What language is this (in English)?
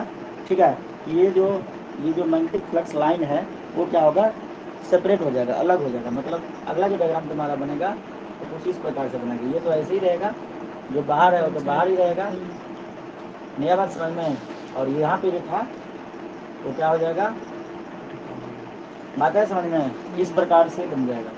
Hindi